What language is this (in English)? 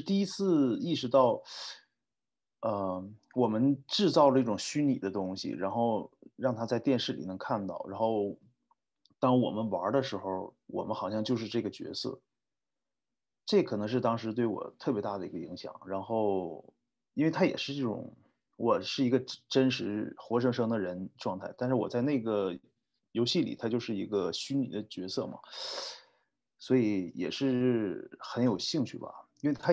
Chinese